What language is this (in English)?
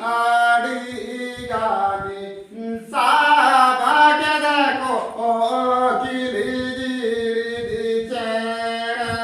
Santali